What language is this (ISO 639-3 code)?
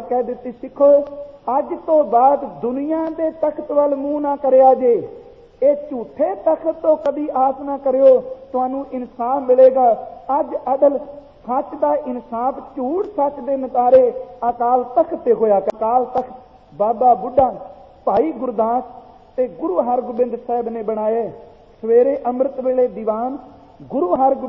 pan